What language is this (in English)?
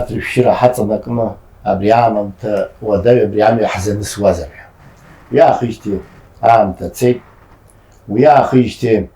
Abkhazian